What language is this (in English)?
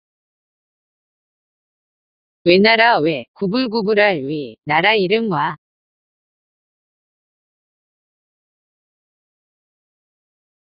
Korean